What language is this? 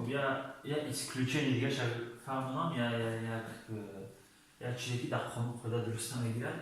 Tajik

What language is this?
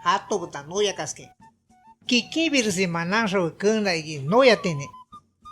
Shipibo-Conibo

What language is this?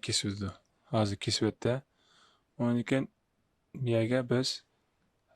Uyghur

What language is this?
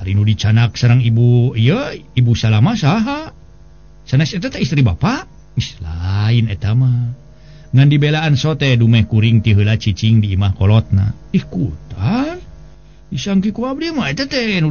Sundanese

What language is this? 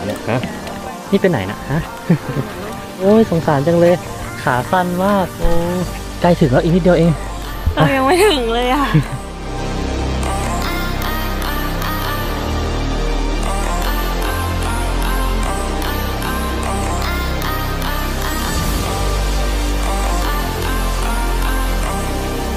Thai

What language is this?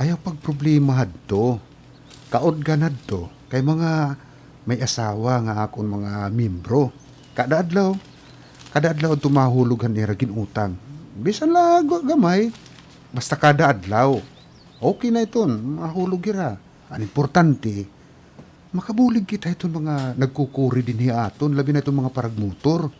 Waray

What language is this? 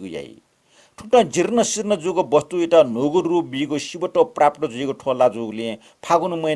Newari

